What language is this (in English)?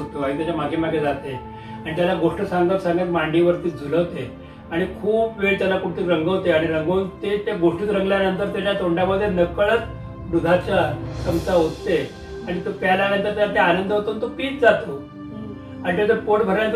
Marathi